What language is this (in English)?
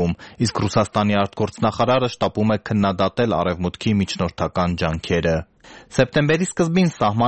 Armenian